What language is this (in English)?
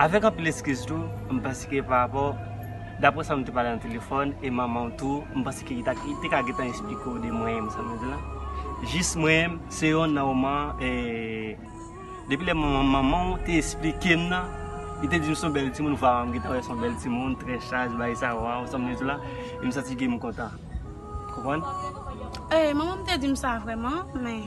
Haitian Creole